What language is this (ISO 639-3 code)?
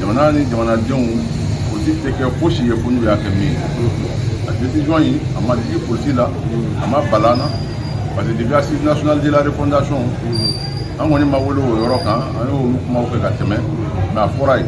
bam